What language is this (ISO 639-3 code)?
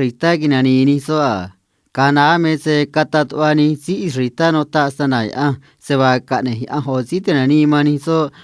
trc